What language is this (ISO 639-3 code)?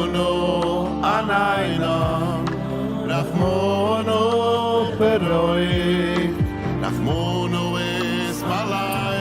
yid